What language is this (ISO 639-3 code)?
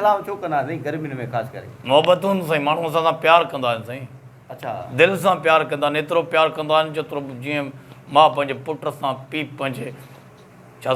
snd